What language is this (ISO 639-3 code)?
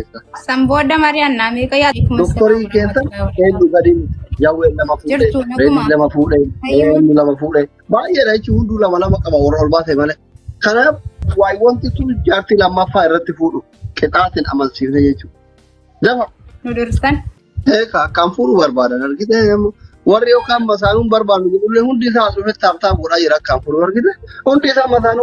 orm